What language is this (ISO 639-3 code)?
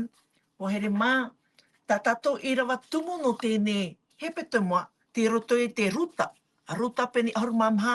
tah